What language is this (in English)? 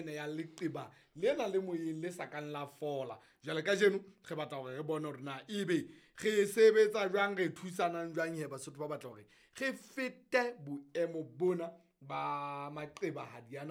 Southern Sotho